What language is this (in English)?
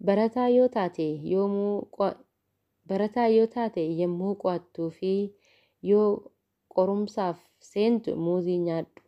Oromo